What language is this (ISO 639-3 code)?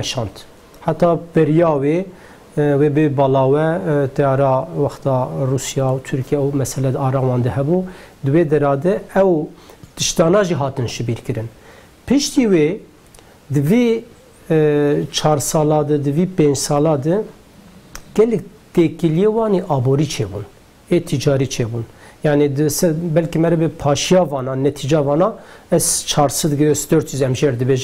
kur